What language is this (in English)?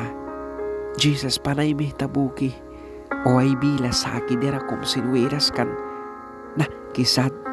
Mískito